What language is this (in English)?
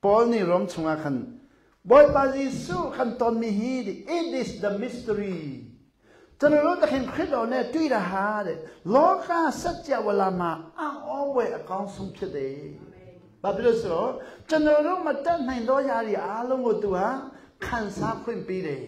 Hakha Chin